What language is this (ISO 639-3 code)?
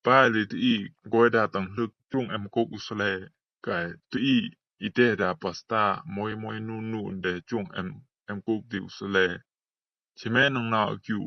rbb